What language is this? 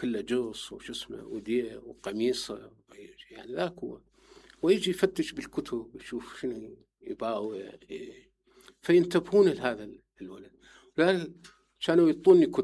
Mesopotamian Arabic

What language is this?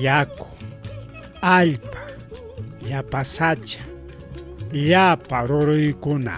Ayacucho Quechua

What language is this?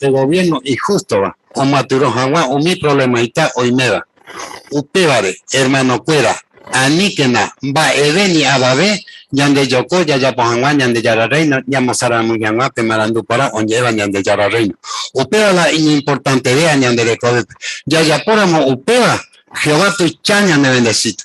Guarani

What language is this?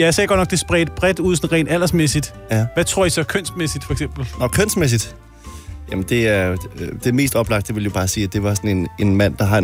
Danish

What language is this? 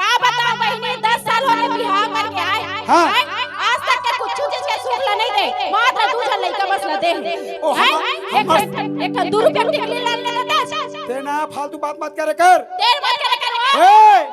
Chhattisgarhi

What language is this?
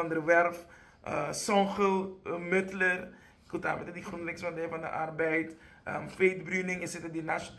Papiamento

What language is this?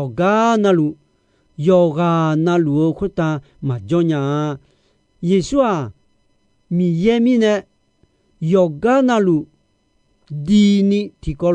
Akha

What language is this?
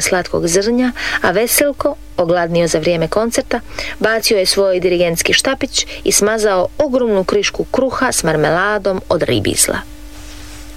Croatian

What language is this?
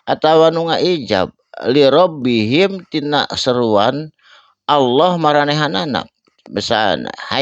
Sundanese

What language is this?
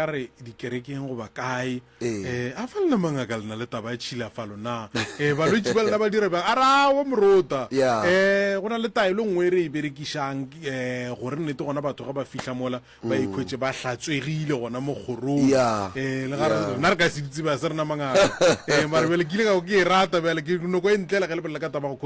Northern Sotho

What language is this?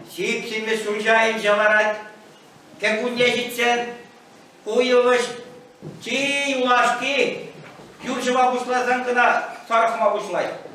Chuvash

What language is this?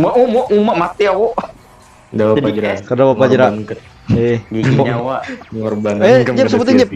Banjar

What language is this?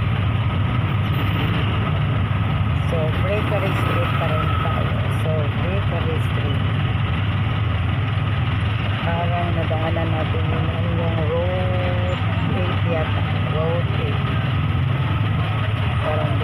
Filipino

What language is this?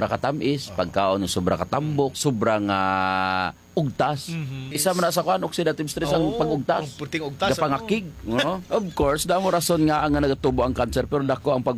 Hiligaynon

